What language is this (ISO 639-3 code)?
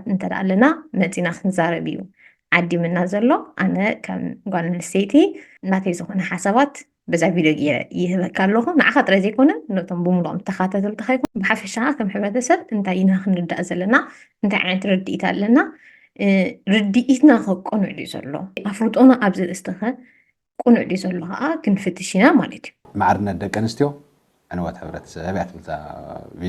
tir